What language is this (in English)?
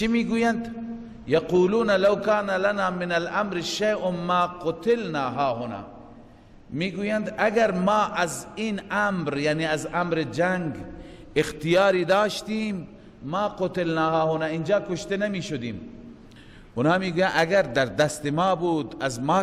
Persian